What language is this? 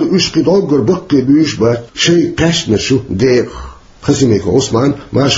Chechen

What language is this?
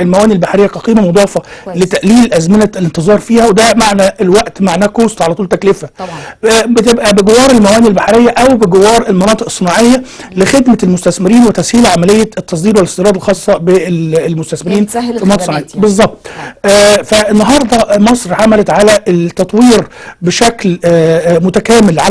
Egyptian Arabic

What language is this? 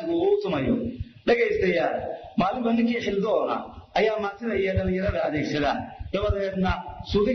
Somali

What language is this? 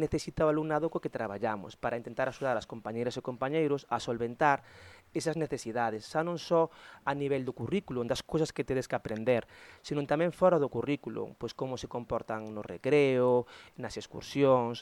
Galician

